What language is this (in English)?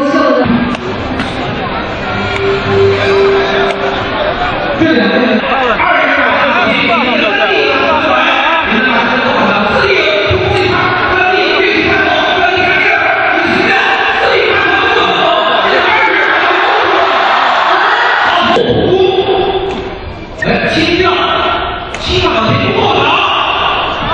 Chinese